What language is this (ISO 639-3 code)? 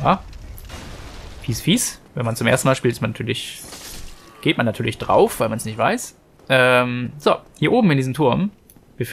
deu